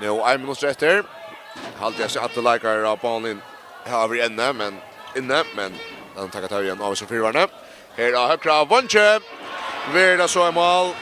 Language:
Faroese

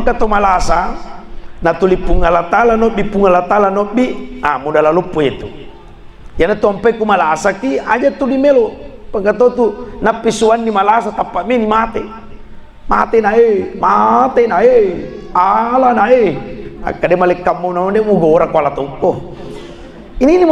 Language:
Buginese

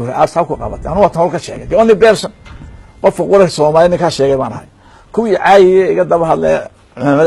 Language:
Somali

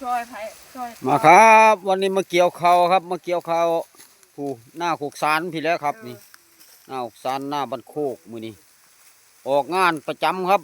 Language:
Northeastern Thai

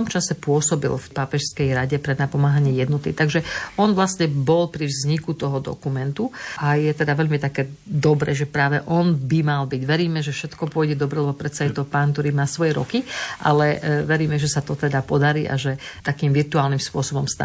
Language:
Slovak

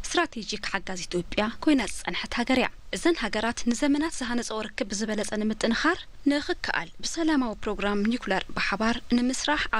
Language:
Tigrinya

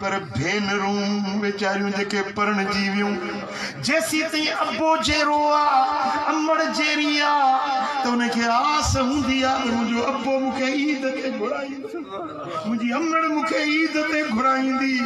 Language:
Sindhi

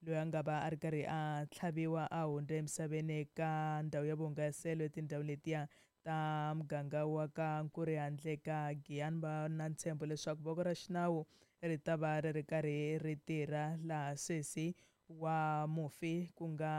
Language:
Tsonga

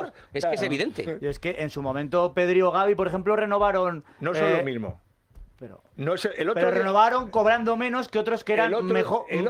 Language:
Spanish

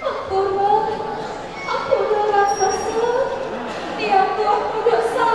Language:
Balinese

